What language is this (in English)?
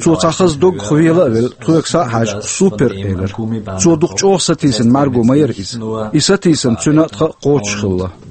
Chechen